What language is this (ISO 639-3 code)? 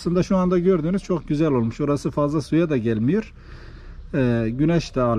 tur